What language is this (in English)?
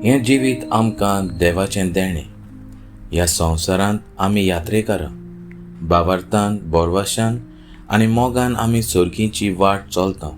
Konkani